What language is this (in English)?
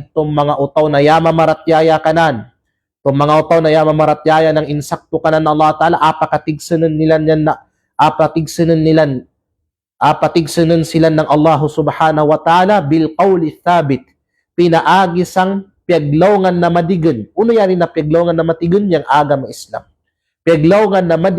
Kalagan